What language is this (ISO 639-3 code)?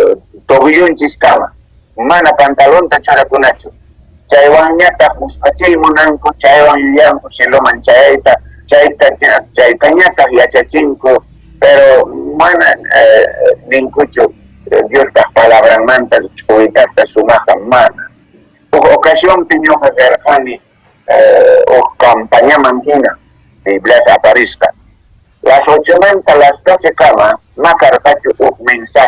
que